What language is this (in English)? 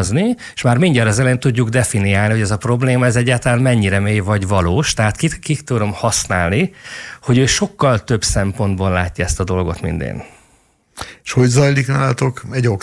Hungarian